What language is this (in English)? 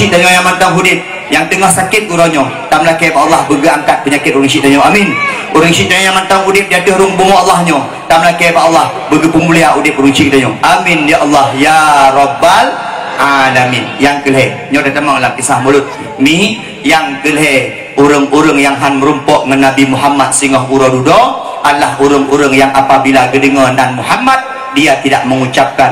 Achinese